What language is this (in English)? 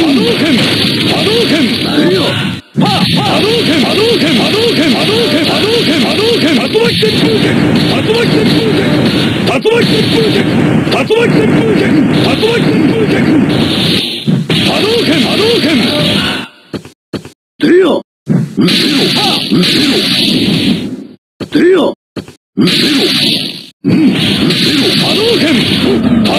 Japanese